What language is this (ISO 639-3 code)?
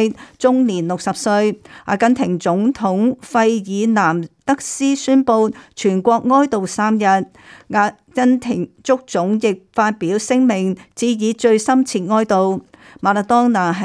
yue